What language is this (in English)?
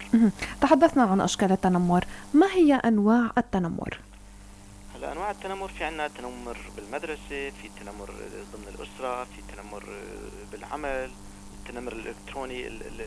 North Levantine Arabic